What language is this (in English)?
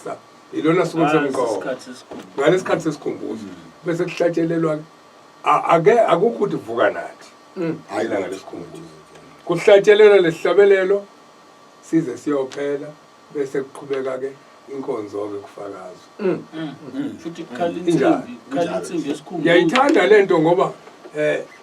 Zulu